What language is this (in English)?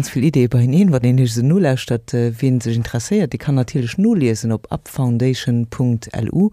Luxembourgish